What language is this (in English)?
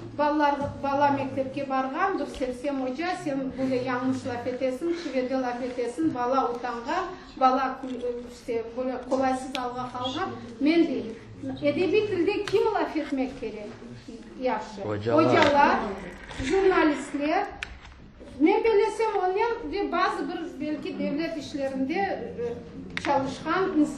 Crimean Tatar